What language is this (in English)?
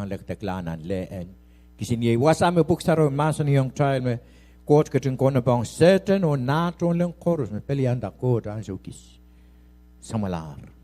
Pohnpeian